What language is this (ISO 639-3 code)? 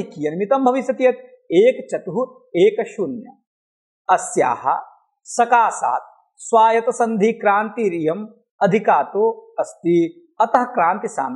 san